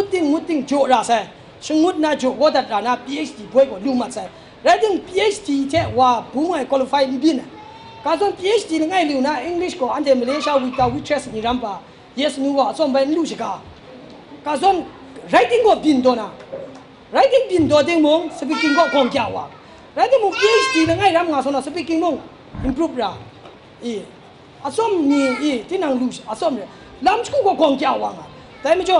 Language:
Kachin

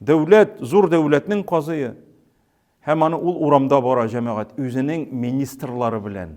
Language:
Tatar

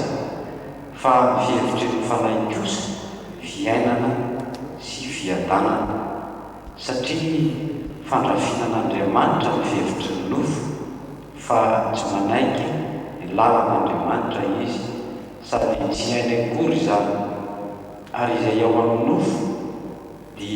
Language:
Malagasy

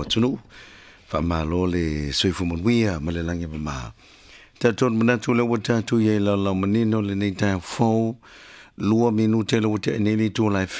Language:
Samoan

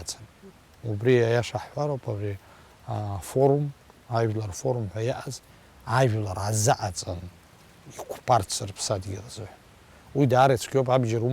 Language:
Abkhazian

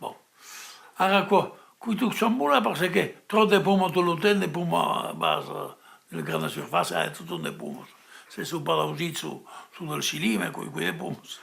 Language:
Occitan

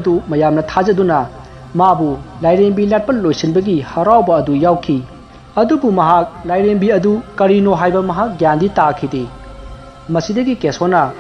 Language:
Manipuri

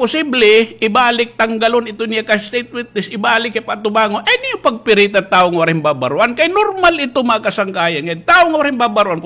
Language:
Waray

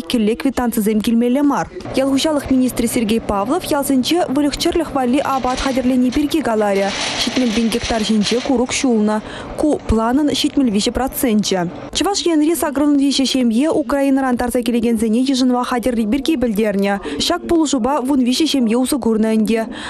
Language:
Chuvash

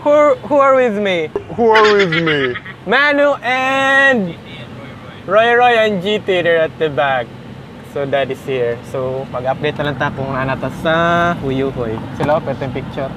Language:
Cebuano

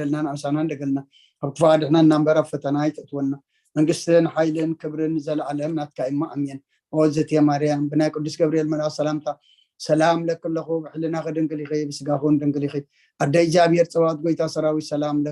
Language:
Tigrinya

